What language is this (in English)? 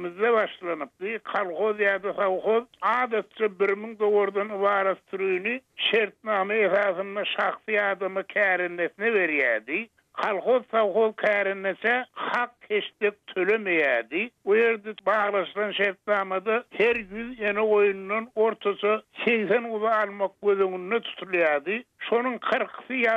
Turkmen